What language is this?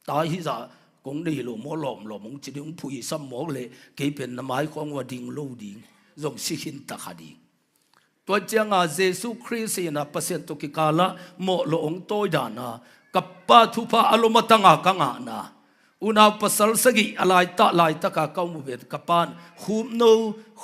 Tedim Chin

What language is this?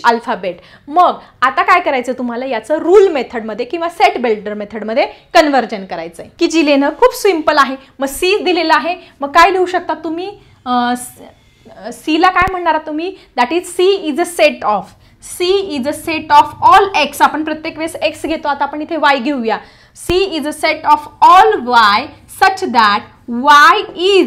Marathi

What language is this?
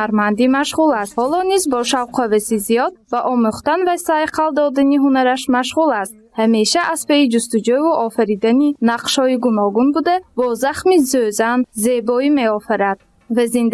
Tajik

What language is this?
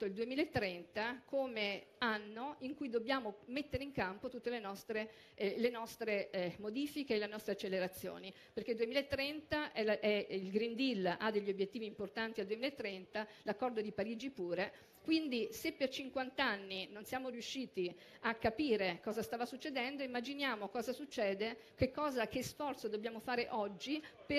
Italian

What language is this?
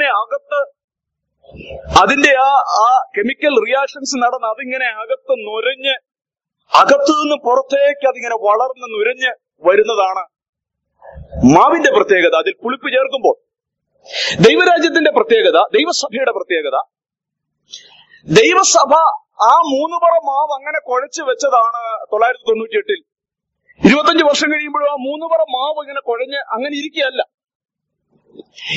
Malayalam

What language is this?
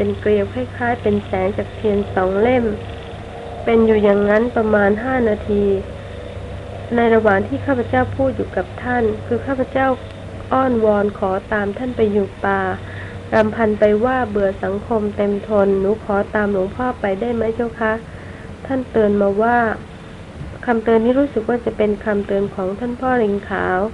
Thai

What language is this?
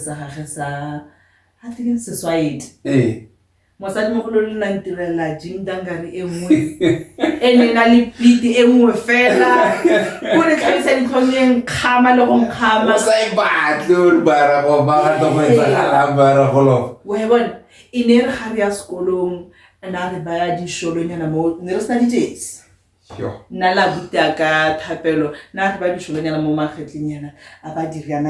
Tswana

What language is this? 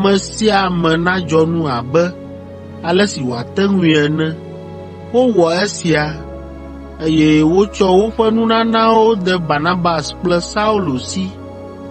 Ewe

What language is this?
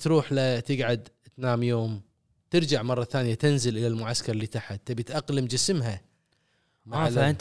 Gulf Arabic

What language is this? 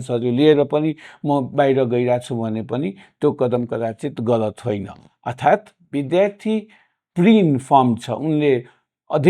Nepali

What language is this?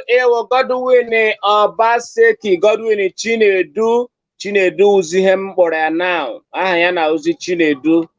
Igbo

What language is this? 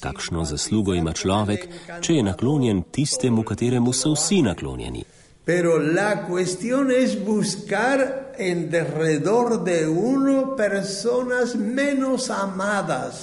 Slovenian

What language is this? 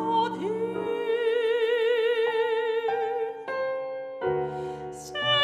Hungarian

